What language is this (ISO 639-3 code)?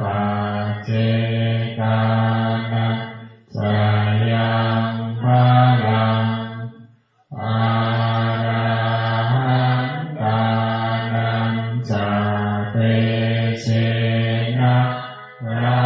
pli